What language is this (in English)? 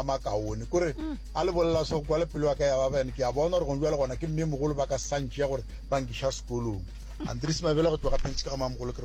Northern Sotho